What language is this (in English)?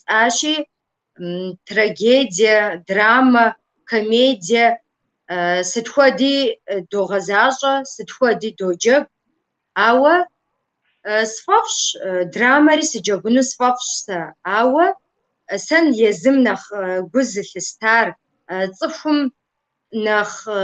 Kabardian